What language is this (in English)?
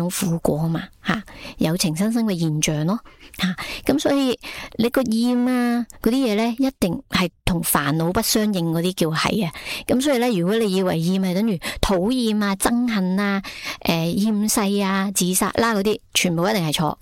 Cantonese